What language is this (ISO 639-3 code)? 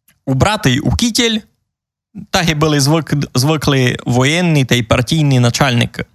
rue